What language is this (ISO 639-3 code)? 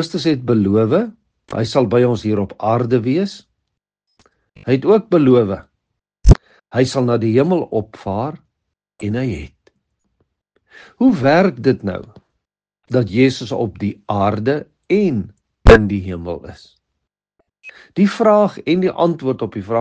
afr